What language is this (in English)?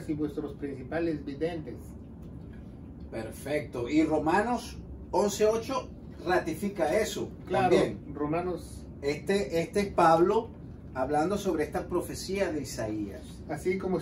Spanish